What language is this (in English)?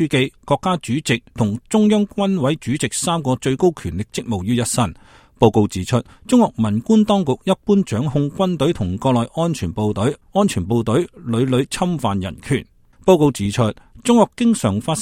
Cantonese